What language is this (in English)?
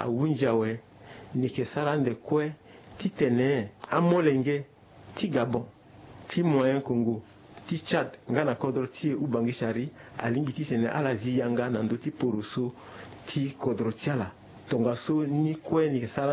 Sango